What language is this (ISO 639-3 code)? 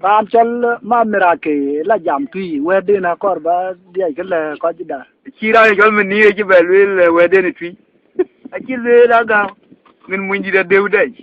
din